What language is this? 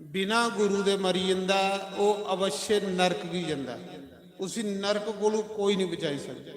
Dogri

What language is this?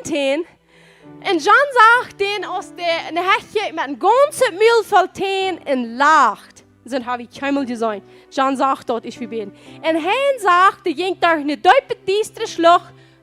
Plautdietsch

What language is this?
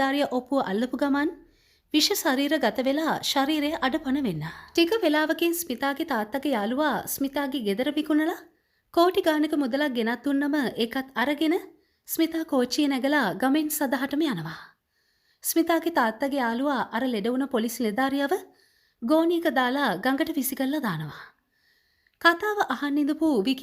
Sinhala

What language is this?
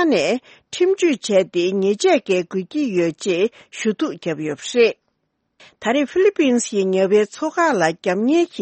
Tibetan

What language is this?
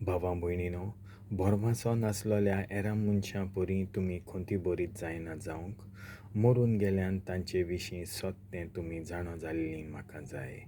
Konkani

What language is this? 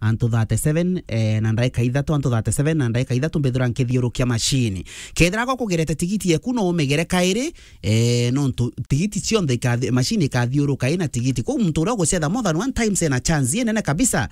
Meru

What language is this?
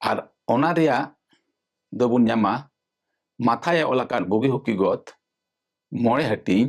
Santali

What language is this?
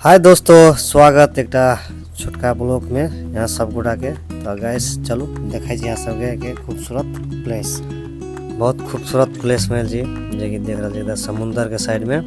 Maithili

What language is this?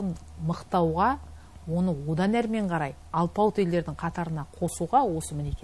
Kazakh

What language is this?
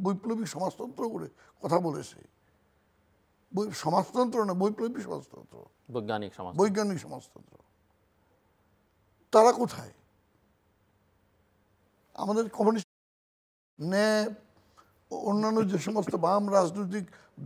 Bangla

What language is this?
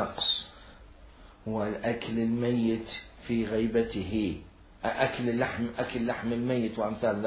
Mesopotamian Arabic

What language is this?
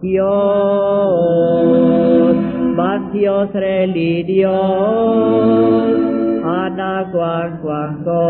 Kekchí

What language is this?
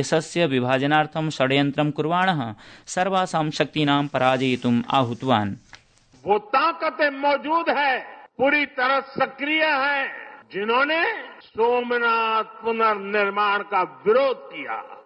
Sanskrit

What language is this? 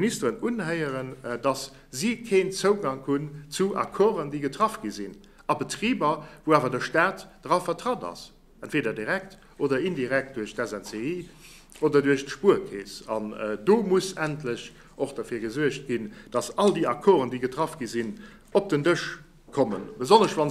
Luxembourgish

